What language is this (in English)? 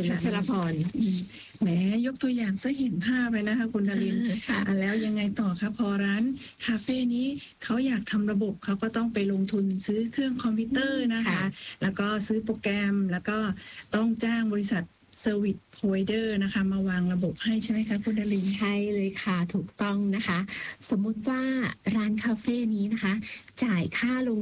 Thai